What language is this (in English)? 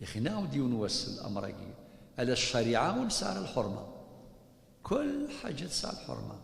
Kabyle